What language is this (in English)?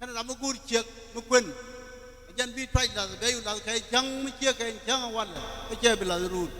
Nuer